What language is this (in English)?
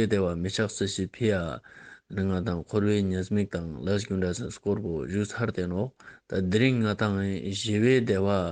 Ladakhi